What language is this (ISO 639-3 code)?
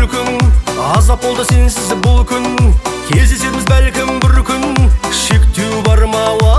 kaz